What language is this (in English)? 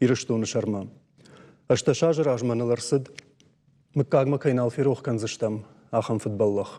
Ossetic